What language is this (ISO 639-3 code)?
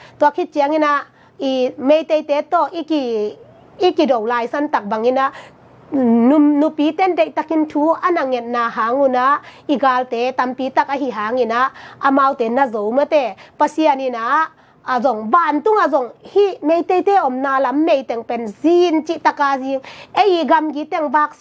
ctd